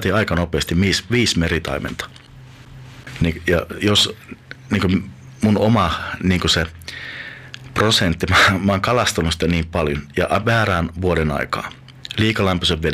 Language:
Finnish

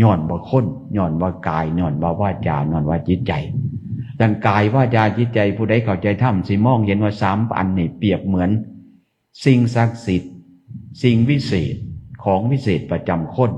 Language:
Northeastern Thai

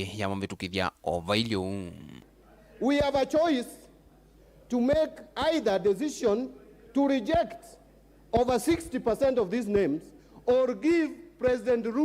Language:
Kamba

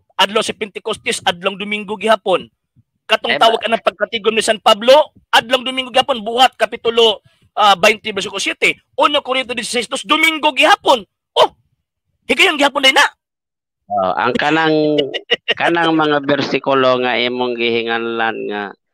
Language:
Cebuano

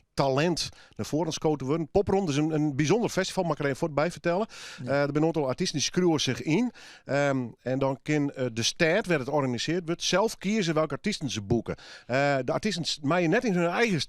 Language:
Western Frisian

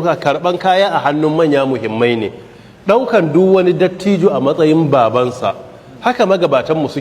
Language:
Hausa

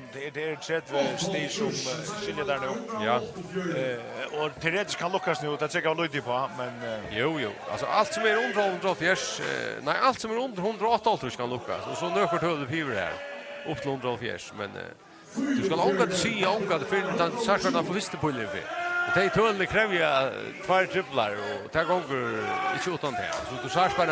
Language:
Faroese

